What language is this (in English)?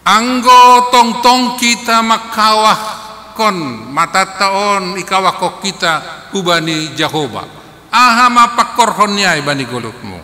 Batak Simalungun